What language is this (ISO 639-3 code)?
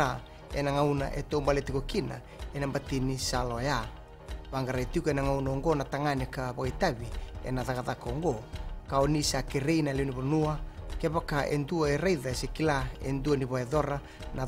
fij